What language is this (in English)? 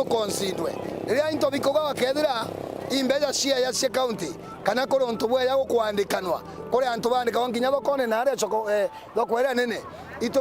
Meru